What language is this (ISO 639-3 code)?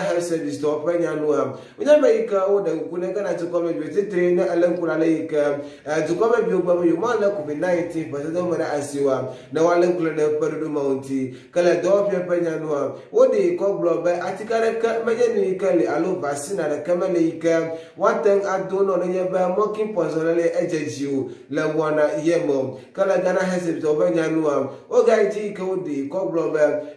ewe